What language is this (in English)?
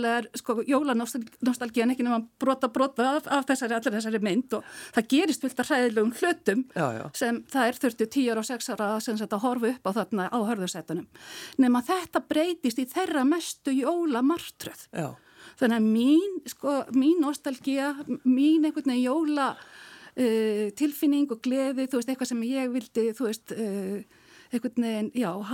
Icelandic